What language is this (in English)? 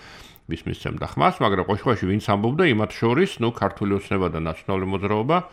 Georgian